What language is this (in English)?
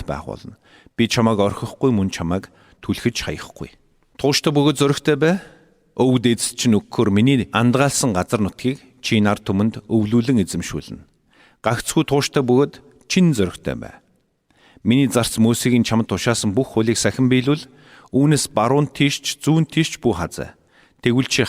Mongolian